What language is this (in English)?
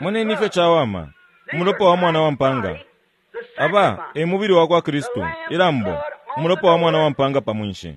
Bemba